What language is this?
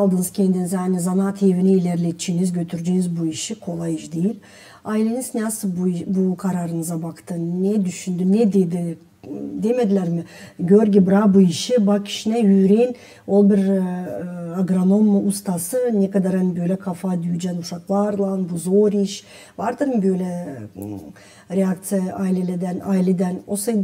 Gagauz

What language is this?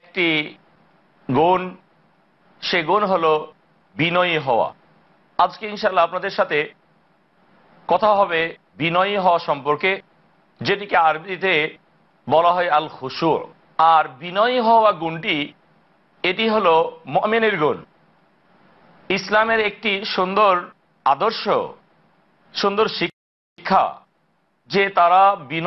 Bangla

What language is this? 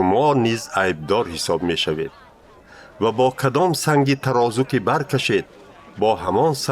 Tajik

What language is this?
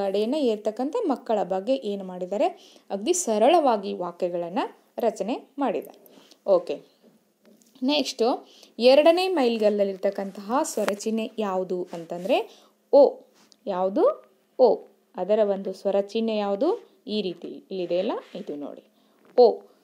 Kannada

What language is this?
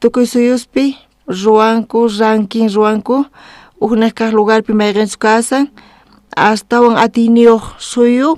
South Bolivian Quechua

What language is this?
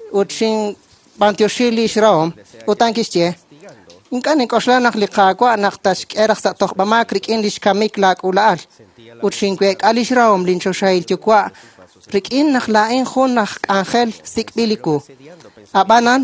Kekchí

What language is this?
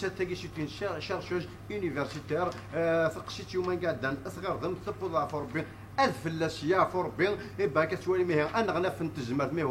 Kabyle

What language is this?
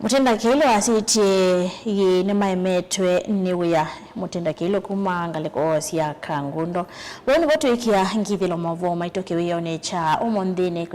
Kamba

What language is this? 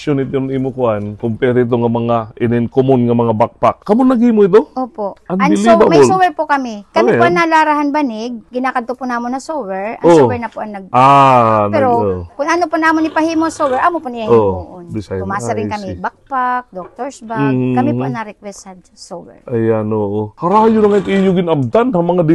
Waray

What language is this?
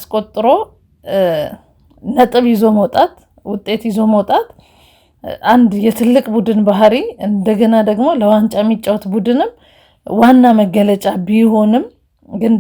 Amharic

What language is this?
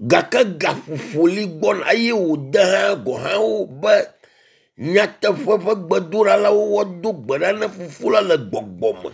Ewe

